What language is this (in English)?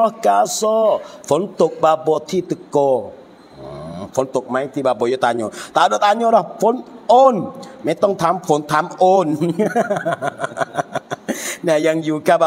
Pattani Malay